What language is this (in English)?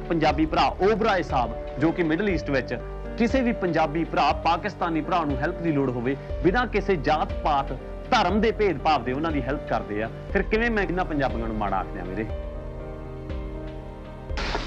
Punjabi